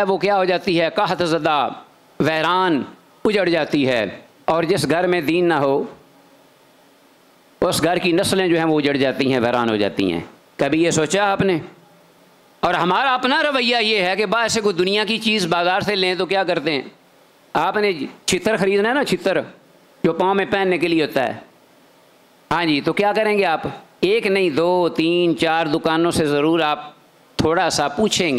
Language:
Urdu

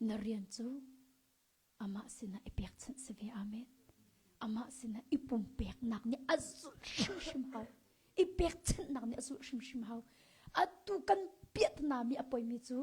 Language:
Hakha Chin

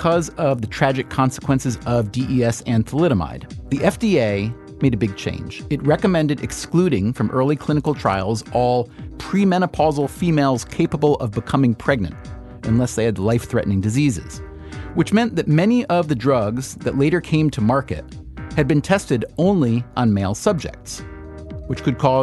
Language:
English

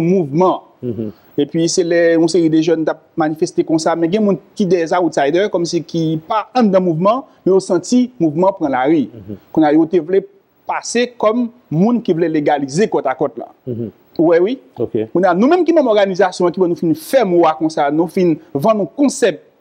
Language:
Haitian Creole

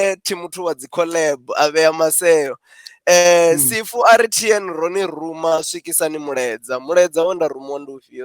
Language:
Venda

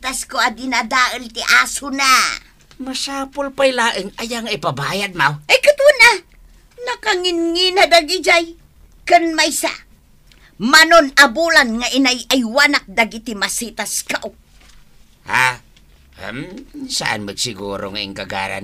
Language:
Iloko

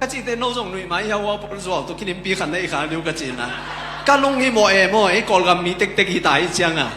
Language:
Tedim Chin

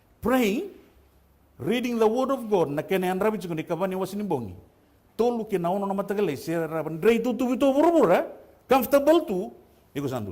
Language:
Fijian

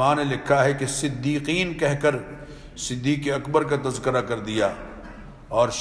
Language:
Urdu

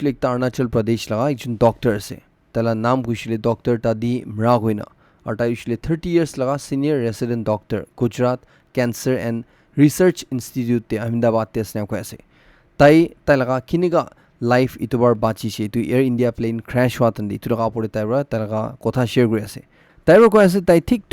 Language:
Naga Pidgin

